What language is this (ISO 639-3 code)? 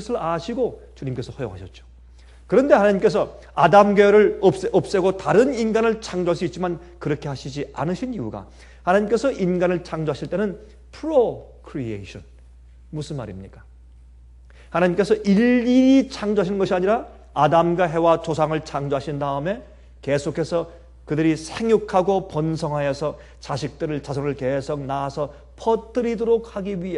kor